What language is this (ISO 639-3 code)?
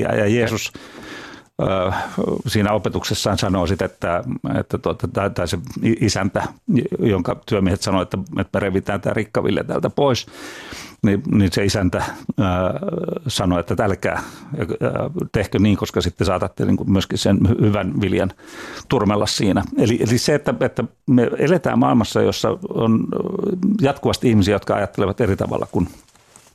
fin